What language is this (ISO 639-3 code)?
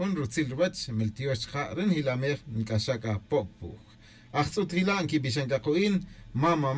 tzj